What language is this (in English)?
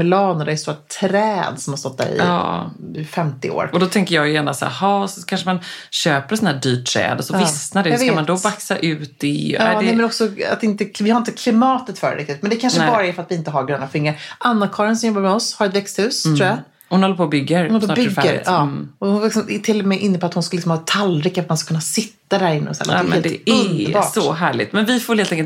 Swedish